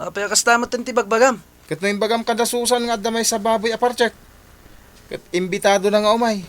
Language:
Iloko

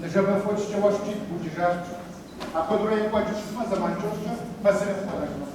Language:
Kabardian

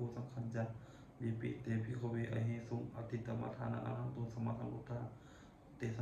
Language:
Pali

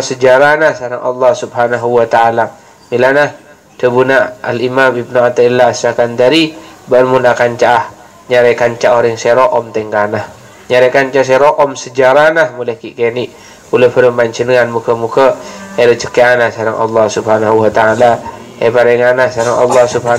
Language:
Madurese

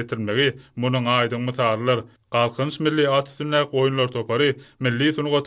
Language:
Turkmen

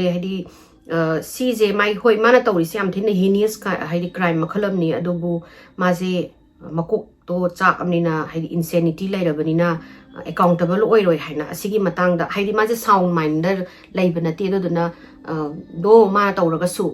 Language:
Manipuri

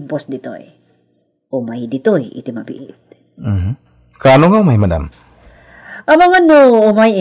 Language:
Iloko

